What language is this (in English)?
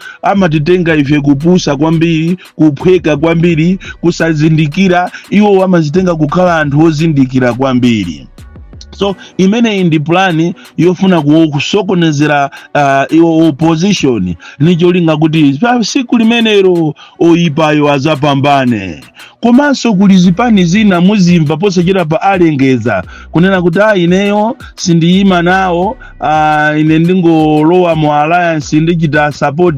Nyanja